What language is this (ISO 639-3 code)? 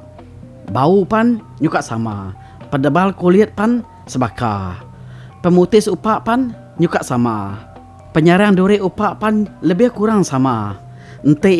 iba